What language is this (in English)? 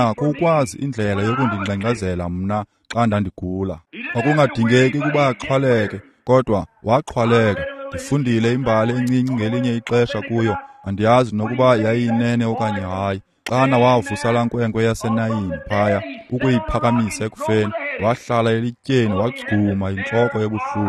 Xhosa